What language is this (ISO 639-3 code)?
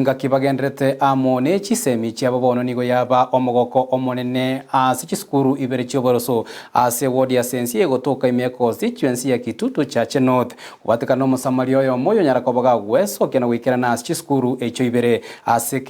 guz